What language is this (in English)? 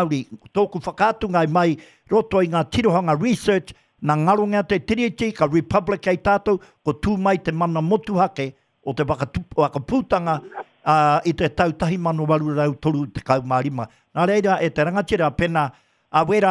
Māori